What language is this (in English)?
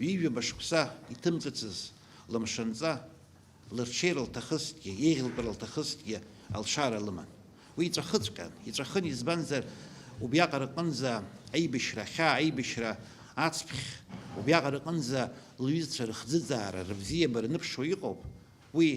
Abkhazian